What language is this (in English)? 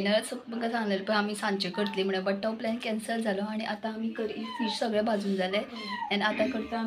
Konkani